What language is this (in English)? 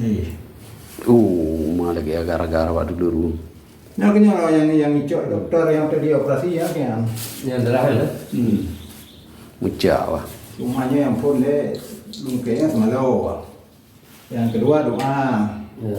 Achinese